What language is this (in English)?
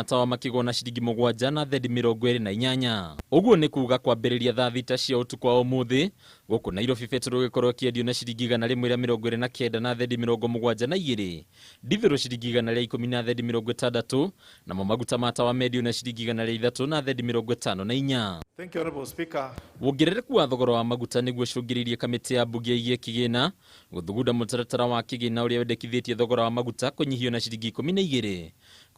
Kikuyu